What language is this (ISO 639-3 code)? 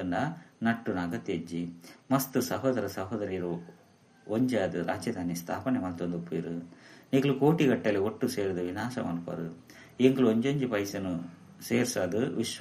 tcy